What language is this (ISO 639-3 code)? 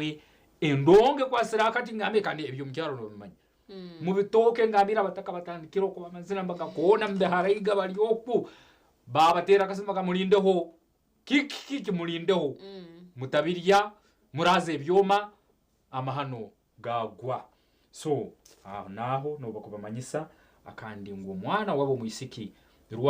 nyn